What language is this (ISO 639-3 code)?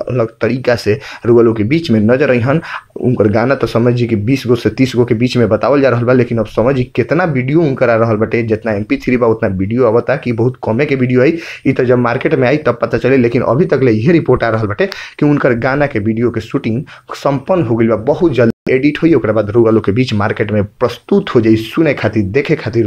bho